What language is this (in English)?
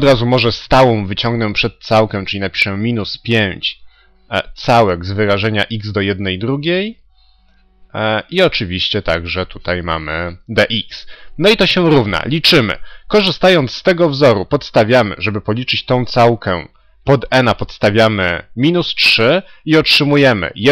Polish